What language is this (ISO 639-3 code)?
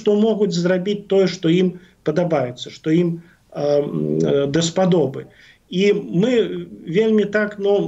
bel